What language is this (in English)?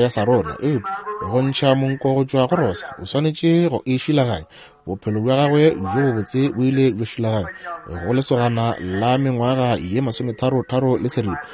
Northern Sotho